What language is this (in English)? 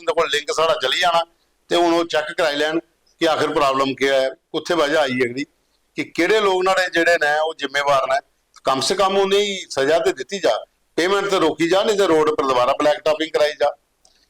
Dogri